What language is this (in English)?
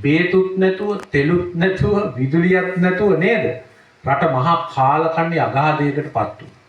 Sinhala